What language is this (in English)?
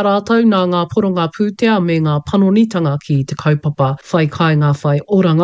Māori